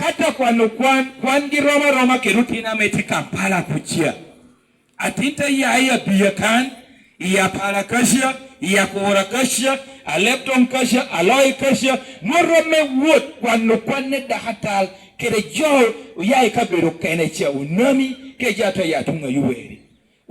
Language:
Lango (Uganda)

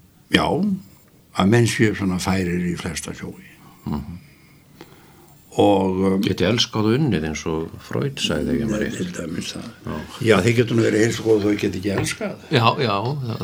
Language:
Icelandic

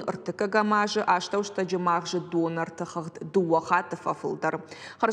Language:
Ossetic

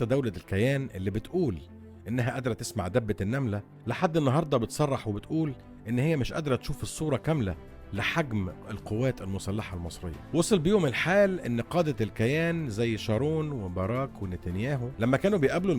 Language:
Egyptian Arabic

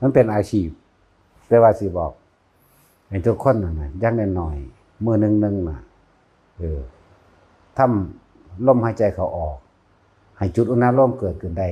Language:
Northeastern Thai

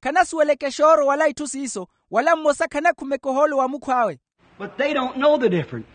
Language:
Makhuwa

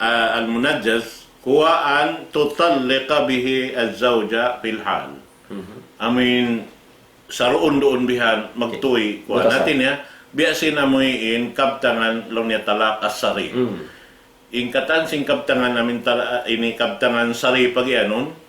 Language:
Tausug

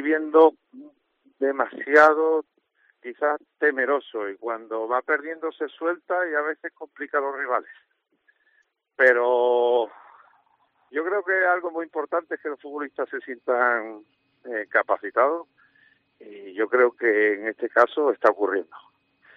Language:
Spanish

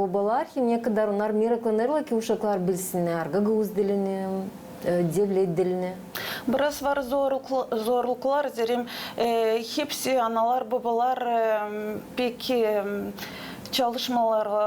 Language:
Gagauz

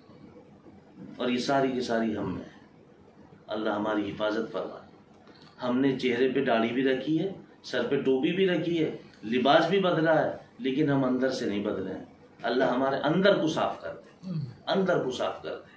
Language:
Urdu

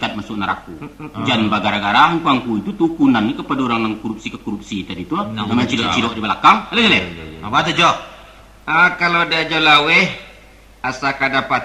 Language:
Minangkabau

